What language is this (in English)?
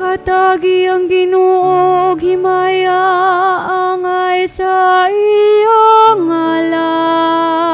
Cebuano